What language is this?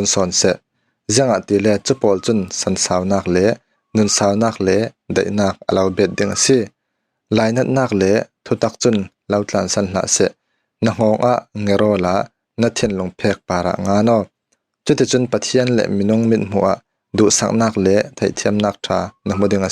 Falam Chin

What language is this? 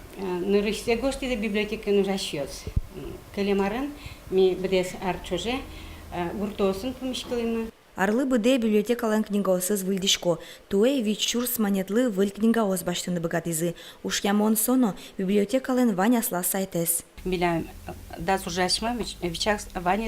Udmurt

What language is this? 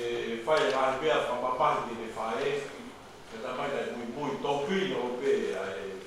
Tongan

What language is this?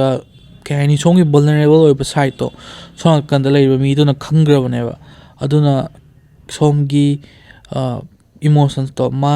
Manipuri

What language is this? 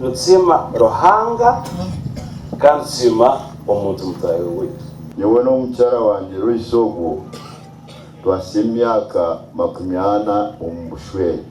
Nyankole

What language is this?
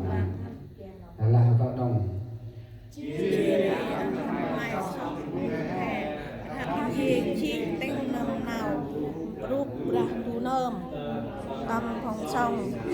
Central Mnong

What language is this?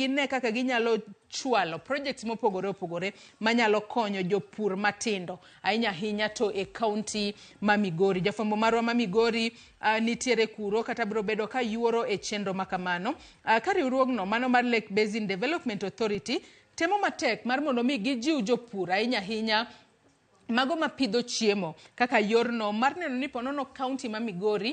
Luo (Kenya and Tanzania)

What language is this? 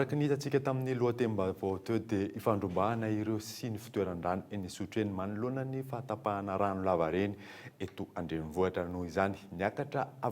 Malagasy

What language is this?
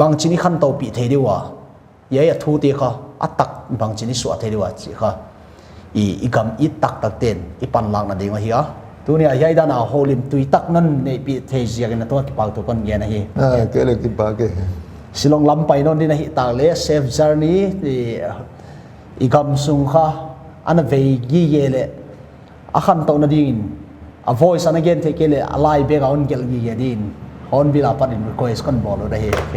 Paite Chin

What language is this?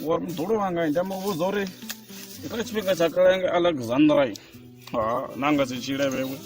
Venda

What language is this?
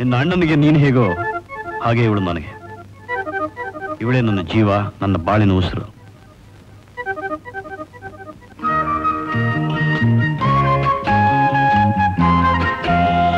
Kannada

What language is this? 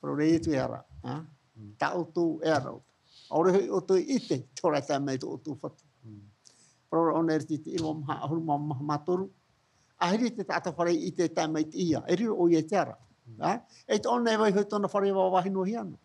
Tahitian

